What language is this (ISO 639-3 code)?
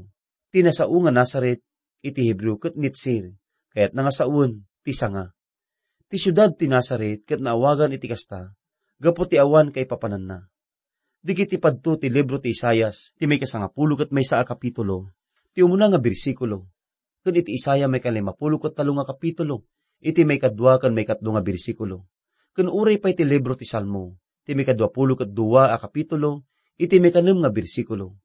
ilo